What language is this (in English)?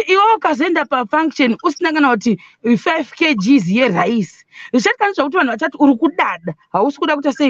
Shona